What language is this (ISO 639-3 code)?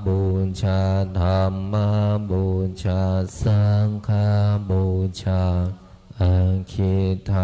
pli